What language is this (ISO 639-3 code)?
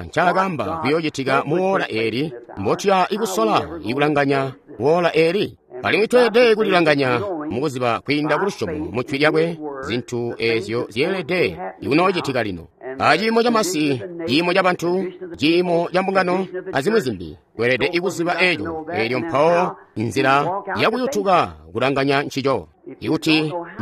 toi